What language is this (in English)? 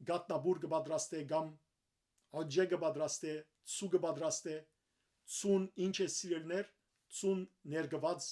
Western Armenian